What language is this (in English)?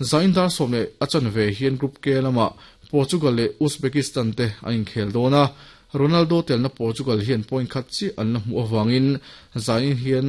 Mizo